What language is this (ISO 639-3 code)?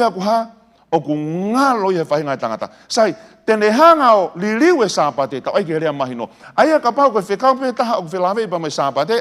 ton